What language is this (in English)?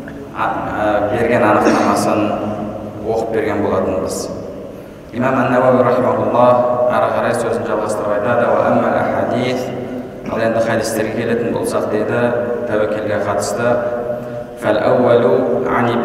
Kazakh